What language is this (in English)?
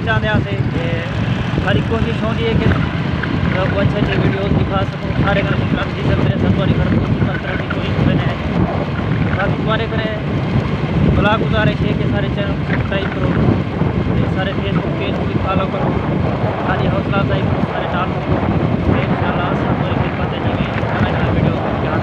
Saraiki